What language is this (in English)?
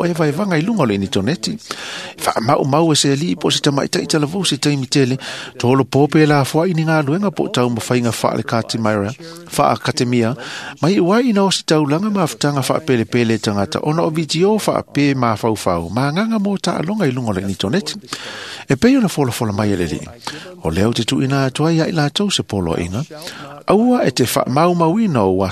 Samoan